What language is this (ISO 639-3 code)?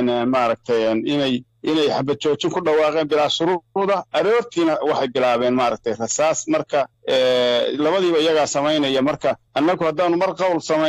som